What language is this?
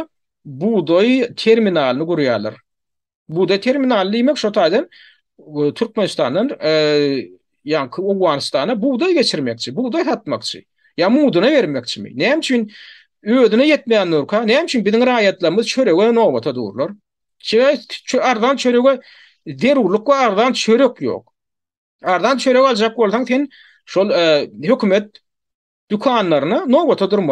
Turkmen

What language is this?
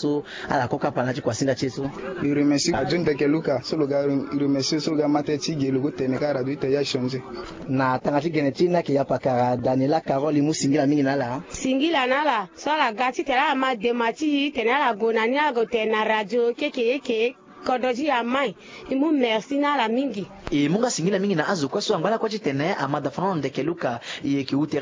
Sango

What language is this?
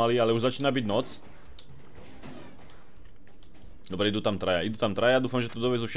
Slovak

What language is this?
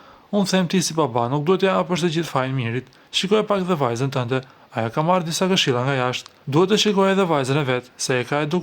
Albanian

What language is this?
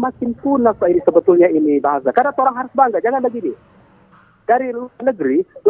Manado Malay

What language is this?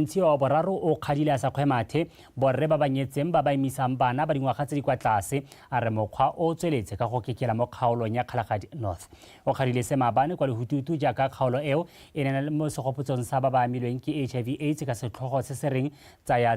Tswana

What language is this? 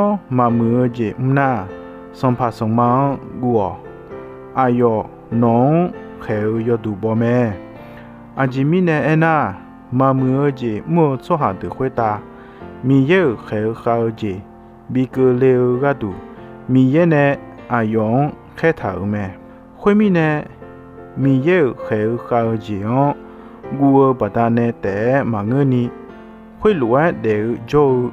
Akha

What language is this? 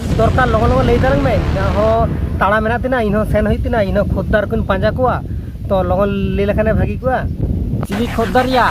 Santali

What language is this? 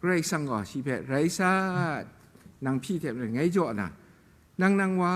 Kachin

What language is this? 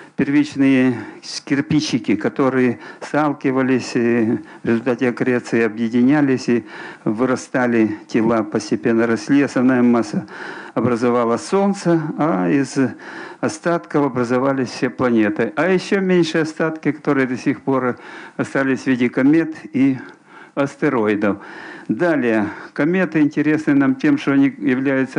Russian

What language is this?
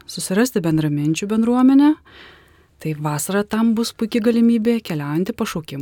Lithuanian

